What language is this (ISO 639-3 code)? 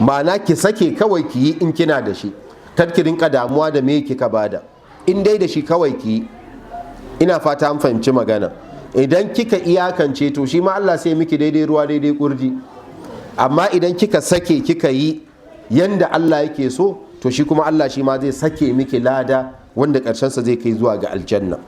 hau